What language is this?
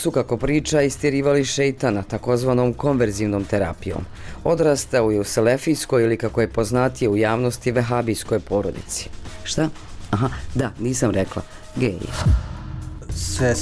Bosnian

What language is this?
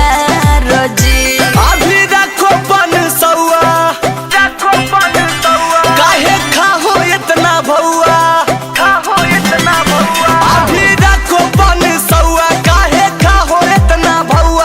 Magahi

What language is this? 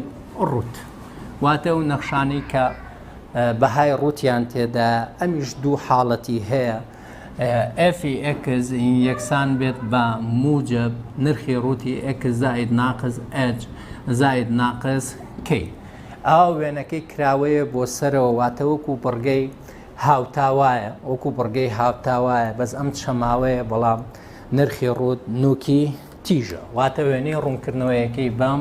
Central Kurdish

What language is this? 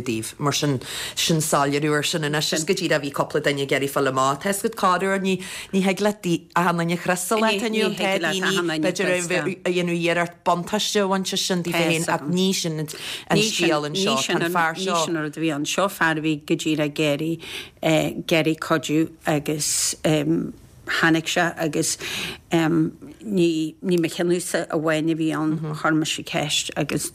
Irish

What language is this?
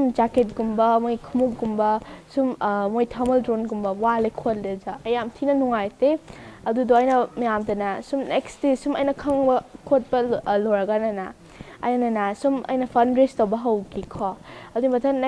Manipuri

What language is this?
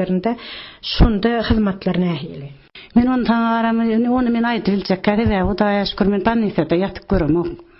Turkmen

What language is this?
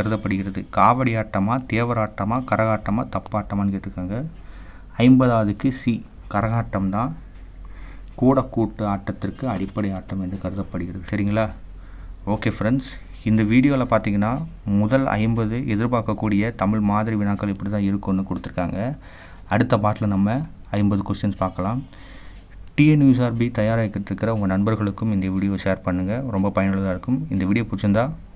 Tamil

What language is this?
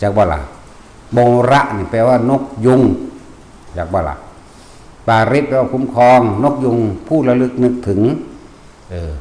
Northeastern Thai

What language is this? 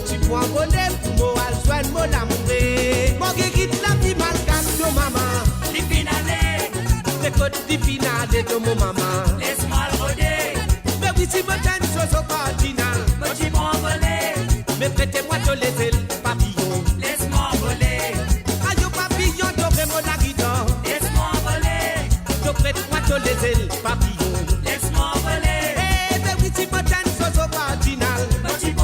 Morisyen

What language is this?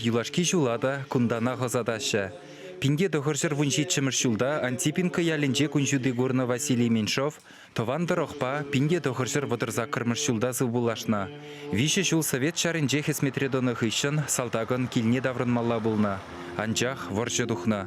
Chuvash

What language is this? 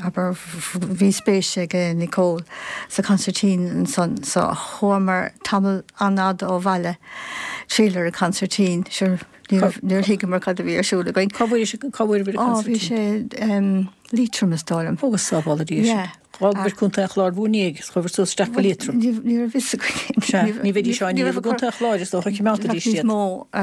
Irish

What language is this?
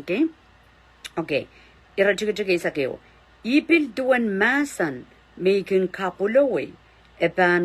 Pohnpeian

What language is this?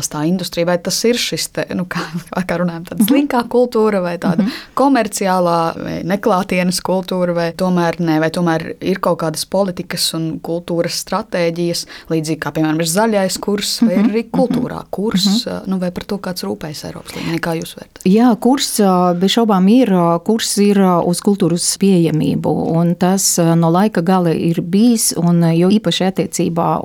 Latvian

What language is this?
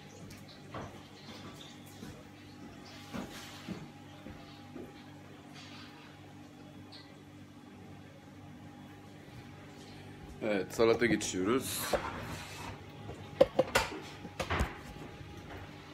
Turkish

